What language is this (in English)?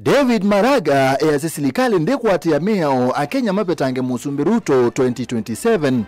Kamba